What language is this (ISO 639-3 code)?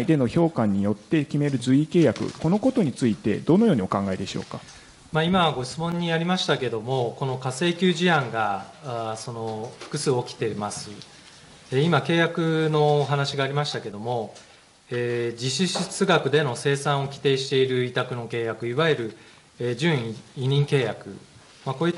jpn